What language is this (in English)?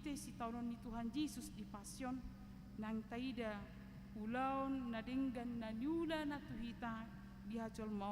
Batak Toba